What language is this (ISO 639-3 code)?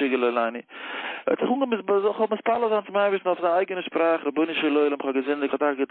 yid